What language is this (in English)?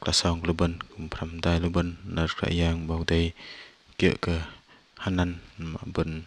Bahnar